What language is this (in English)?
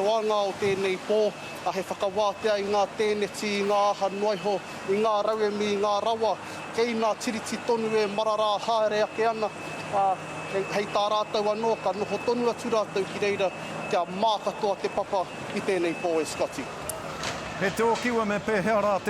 Māori